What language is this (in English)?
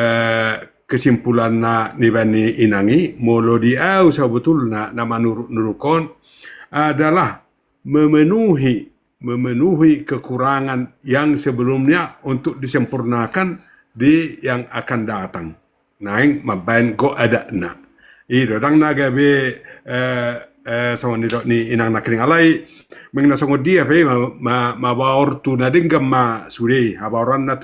Batak Toba